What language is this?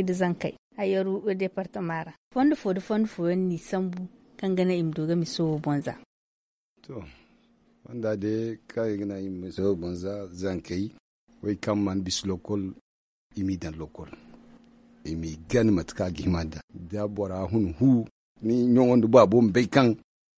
Zarma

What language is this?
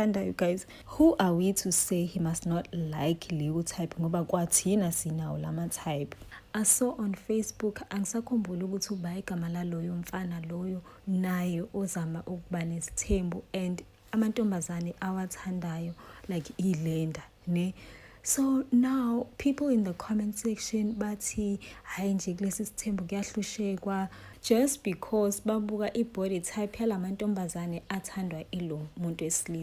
Zulu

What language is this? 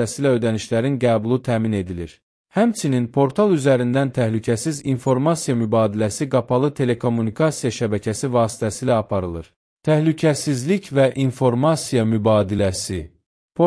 Azerbaijani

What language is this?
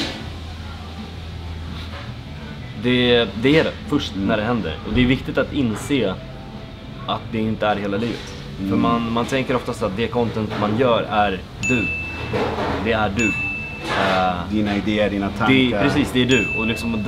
Swedish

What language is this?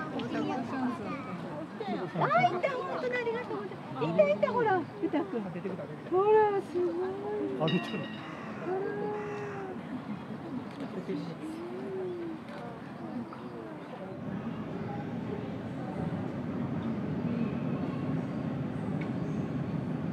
Japanese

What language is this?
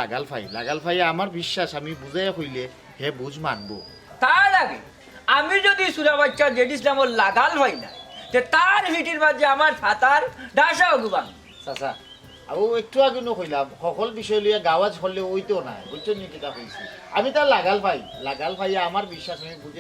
Sylheti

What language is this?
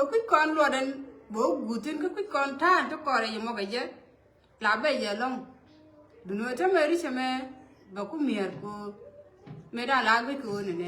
Nuer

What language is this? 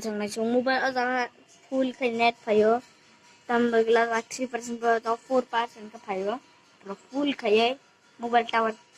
Kok Borok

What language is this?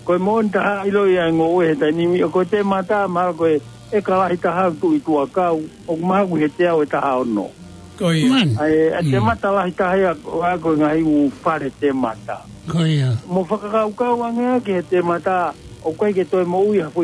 Tongan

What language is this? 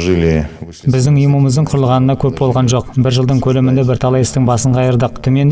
Kazakh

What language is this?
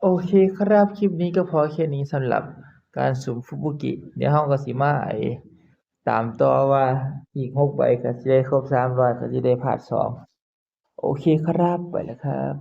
Northeastern Thai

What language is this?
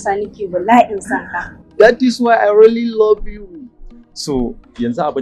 Hausa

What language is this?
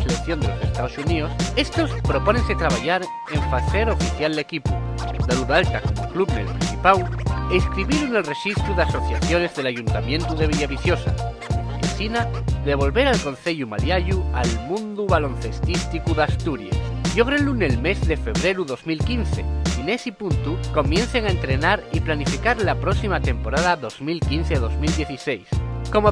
Asturian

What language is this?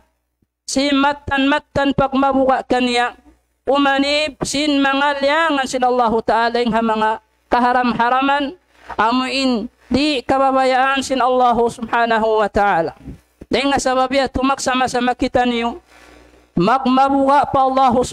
Tausug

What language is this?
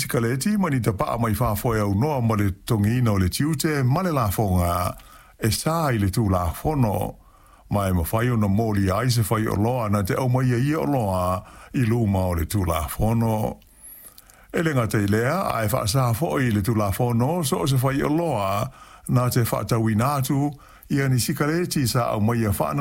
Samoan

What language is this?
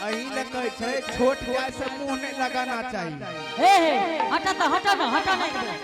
Angika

